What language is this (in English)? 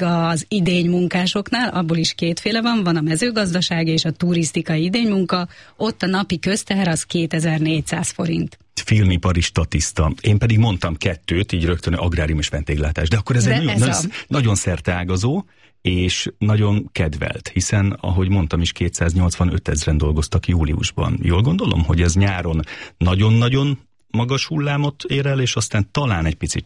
Hungarian